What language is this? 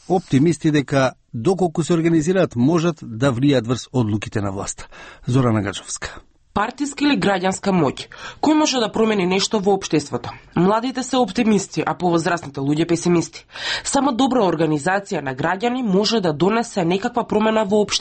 Macedonian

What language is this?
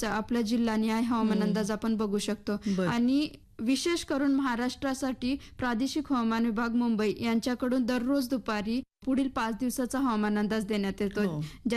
Marathi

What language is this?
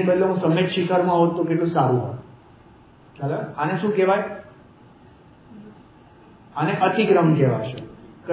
Gujarati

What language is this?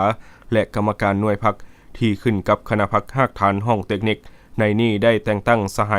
Lao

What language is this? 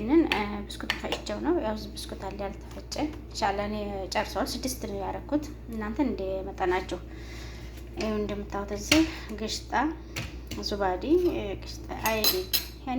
Amharic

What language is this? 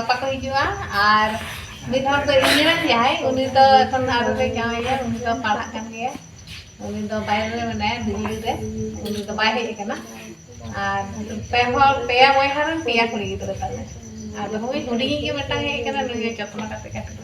Santali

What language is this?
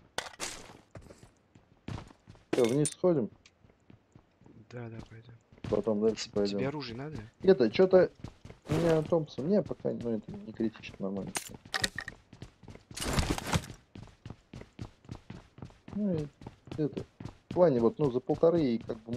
Russian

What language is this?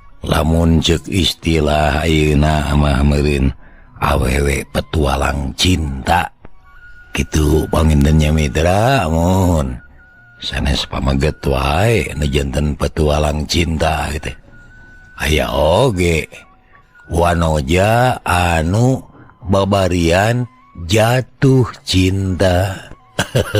Sundanese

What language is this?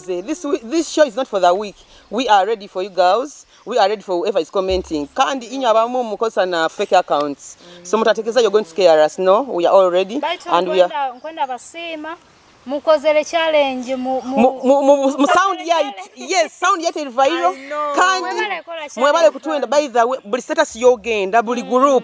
Nyoro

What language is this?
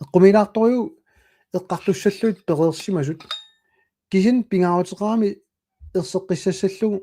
Kalaallisut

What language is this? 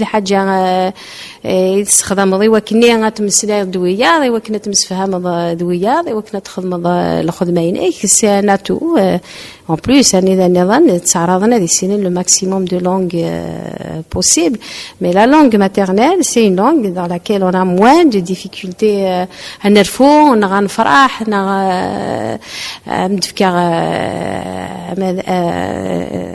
Kabyle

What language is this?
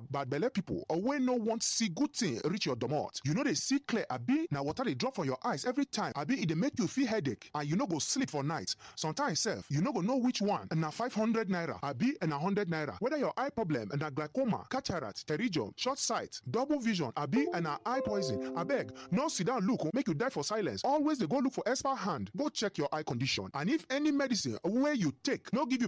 Nigerian Pidgin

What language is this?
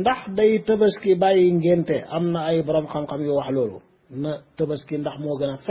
Wolof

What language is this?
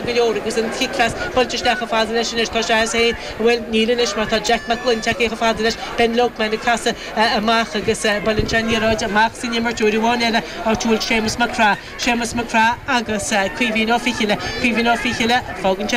Irish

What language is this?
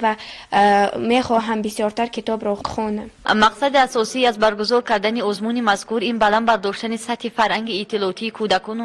Tajik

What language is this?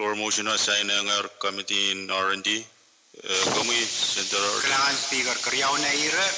Pohnpeian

